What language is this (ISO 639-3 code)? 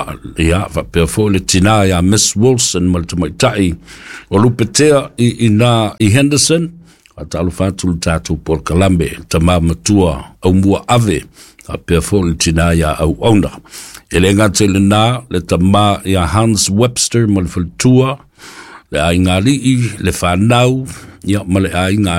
smo